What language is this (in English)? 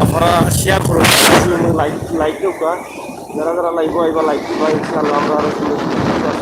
Sylheti